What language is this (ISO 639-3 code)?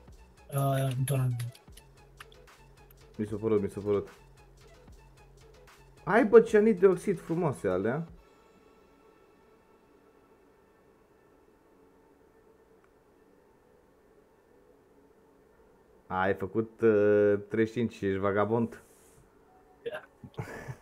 ron